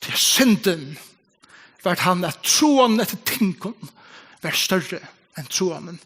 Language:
Faroese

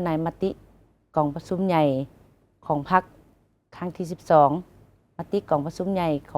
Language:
Lao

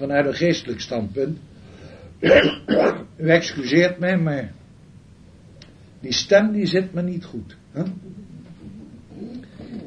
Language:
Dutch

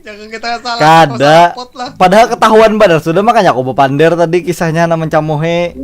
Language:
Banjar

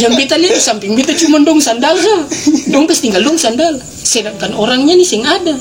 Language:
Ambonese Malay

